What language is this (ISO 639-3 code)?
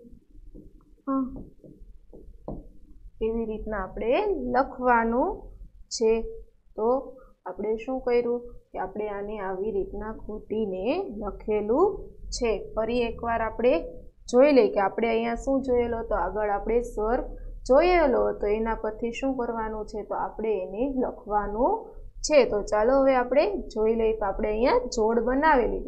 guj